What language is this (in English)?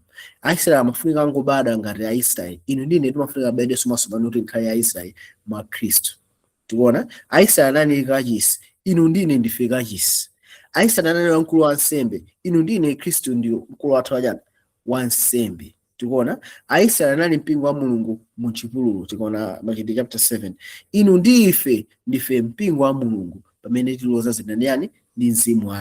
Nyanja